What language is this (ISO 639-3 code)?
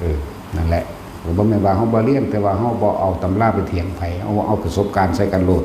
tts